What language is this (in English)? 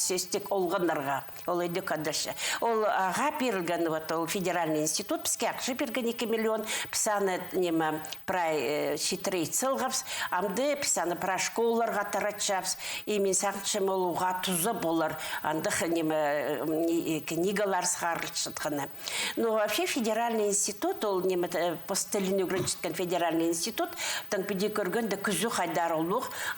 Khakas